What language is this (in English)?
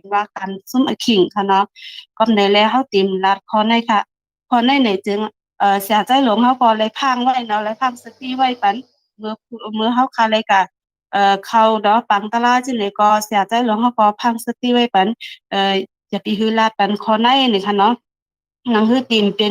Shan